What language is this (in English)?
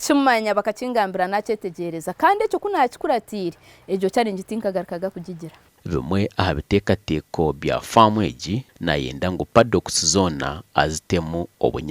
Nyankole